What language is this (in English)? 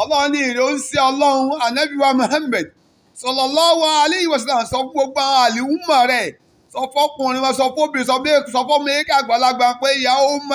Yoruba